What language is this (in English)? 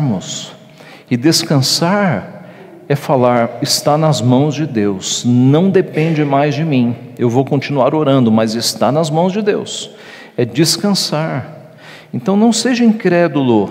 Portuguese